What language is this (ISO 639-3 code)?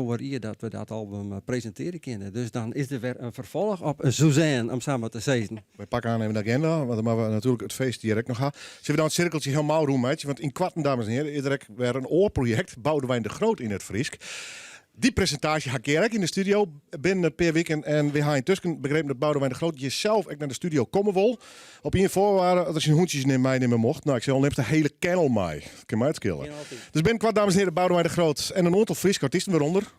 fry